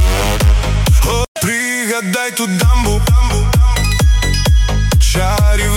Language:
Ukrainian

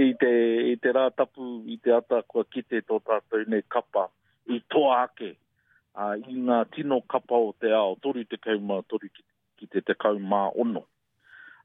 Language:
Māori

